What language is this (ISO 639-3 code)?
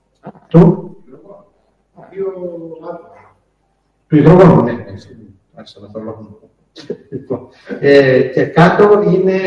ell